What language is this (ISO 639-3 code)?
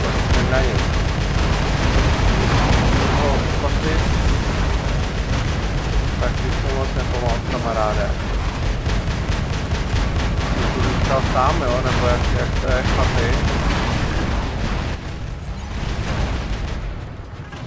ces